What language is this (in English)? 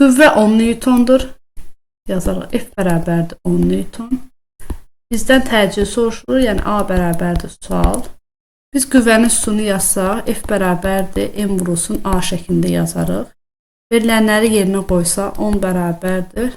Azerbaijani